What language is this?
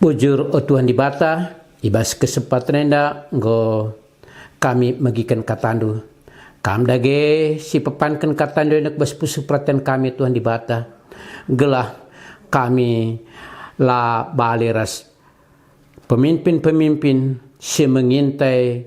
Batak Karo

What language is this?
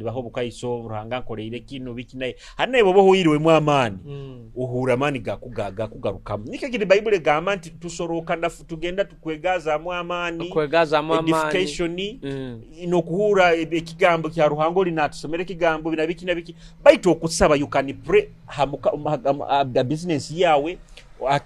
Nyoro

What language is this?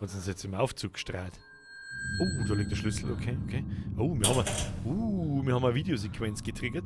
Bavarian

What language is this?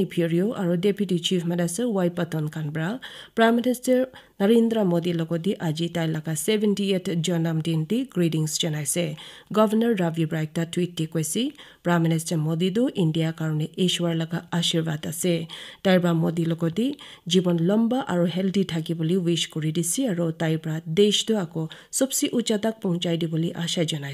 Naga Pidgin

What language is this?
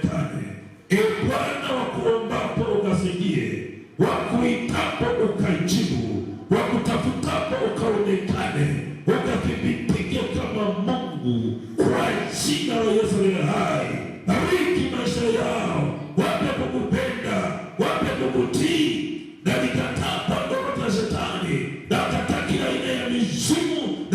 Swahili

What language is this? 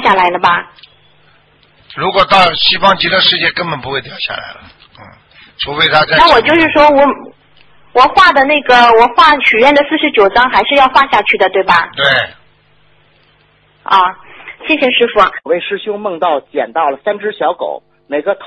Chinese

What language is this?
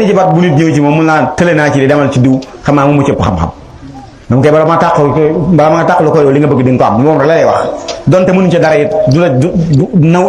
Wolof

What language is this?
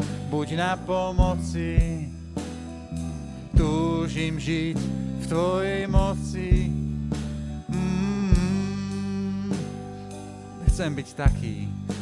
Slovak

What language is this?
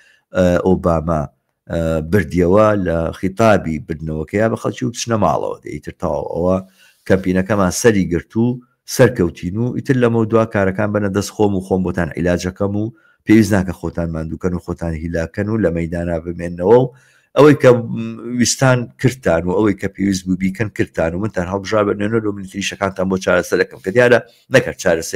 Central Kurdish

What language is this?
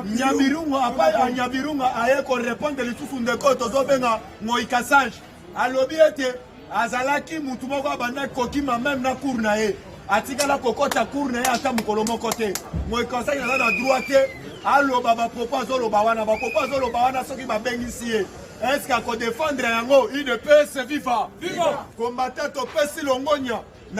Lingala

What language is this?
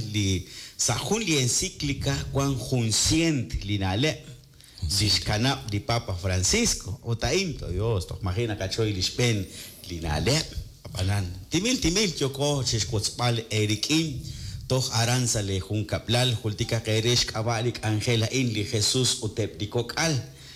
Kekchí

